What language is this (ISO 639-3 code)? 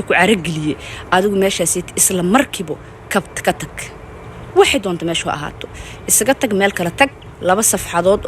som